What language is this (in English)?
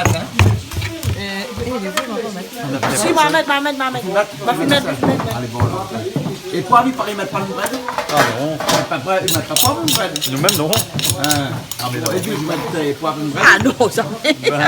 Réunion Creole French